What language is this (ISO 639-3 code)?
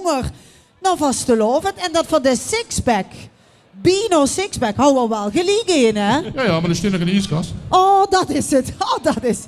lim